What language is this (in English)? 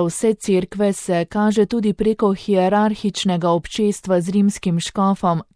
Slovenian